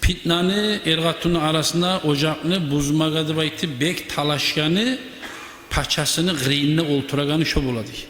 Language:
Kumyk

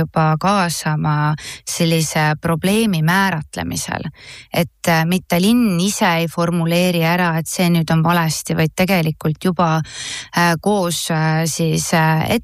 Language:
Estonian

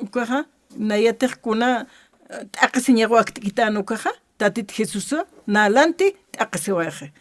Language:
Aymara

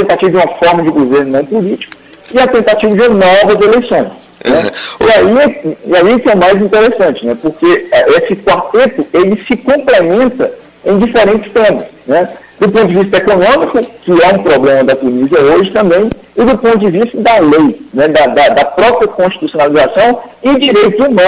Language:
Portuguese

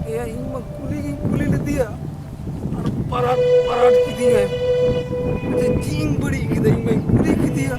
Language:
Santali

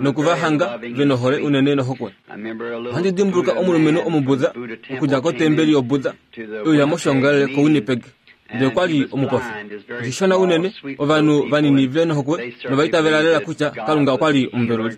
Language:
Kuanyama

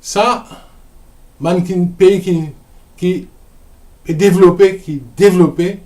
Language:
Morisyen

